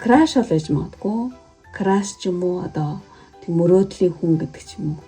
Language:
Mongolian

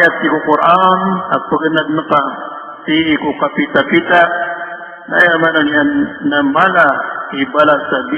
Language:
Maranao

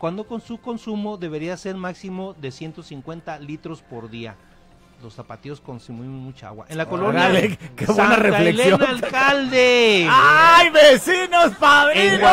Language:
Spanish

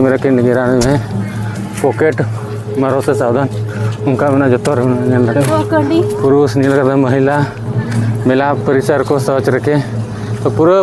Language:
Santali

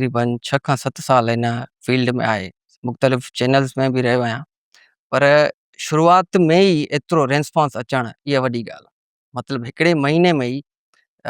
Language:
Sindhi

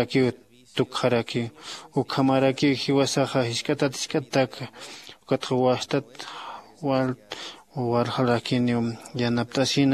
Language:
Aymara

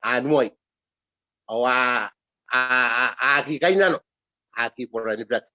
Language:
Gilbertese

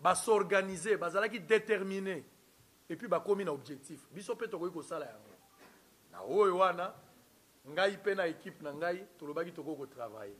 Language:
Lingala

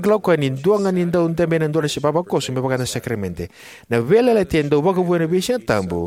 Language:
Fijian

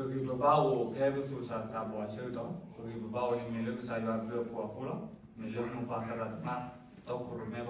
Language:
S'gaw Karen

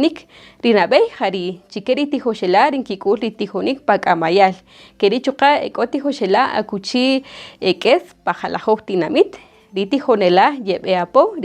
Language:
Kaqchikel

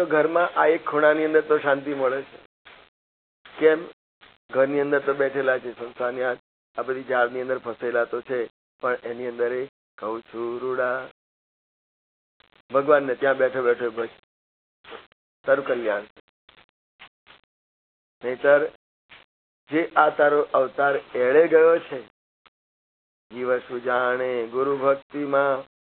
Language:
Gujarati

